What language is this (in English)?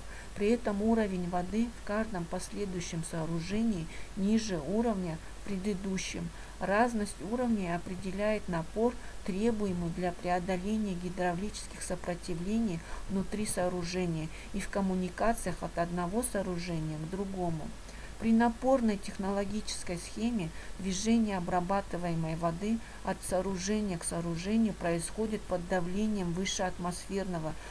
Russian